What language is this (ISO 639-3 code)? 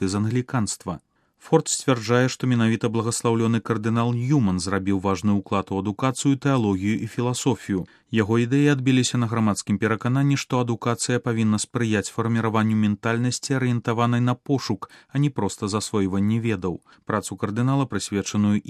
bel